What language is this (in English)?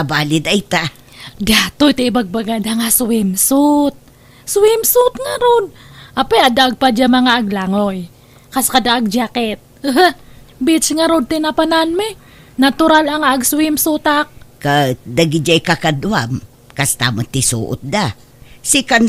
Iloko